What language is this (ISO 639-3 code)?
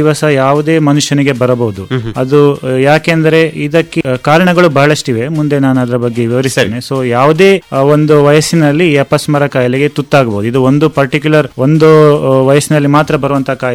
kan